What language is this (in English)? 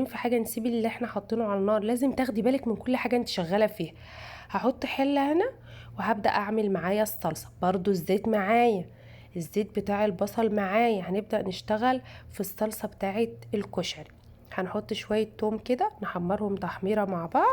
Egyptian Arabic